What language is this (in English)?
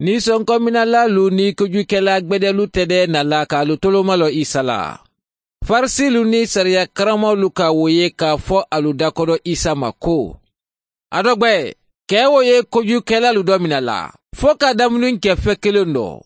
Mandingo